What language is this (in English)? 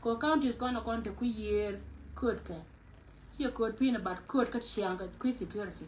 Nuer